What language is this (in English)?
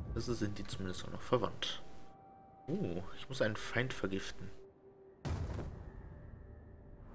German